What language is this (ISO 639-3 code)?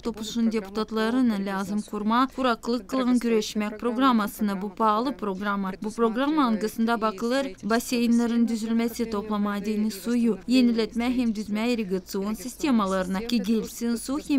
gag